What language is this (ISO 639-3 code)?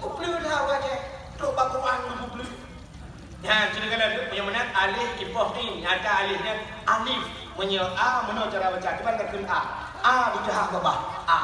ace